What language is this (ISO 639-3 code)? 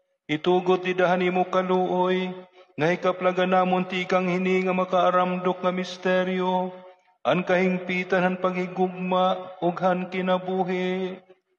war